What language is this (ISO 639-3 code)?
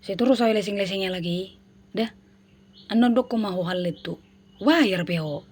bbc